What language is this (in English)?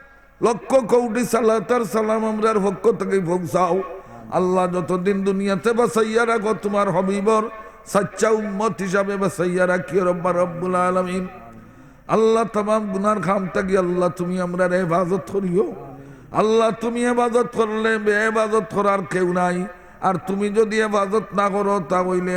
Sylheti